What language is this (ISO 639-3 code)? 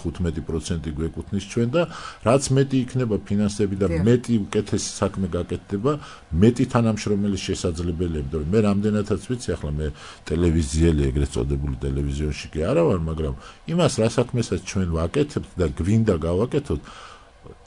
kat